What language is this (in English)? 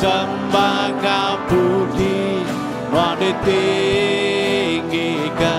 Iban